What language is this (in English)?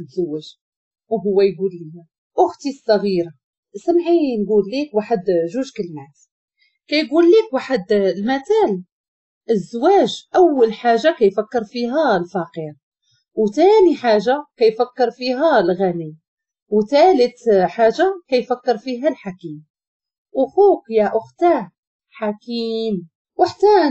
Moroccan Arabic